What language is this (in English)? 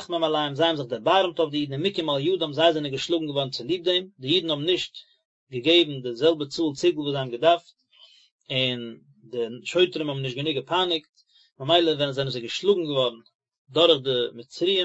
Yiddish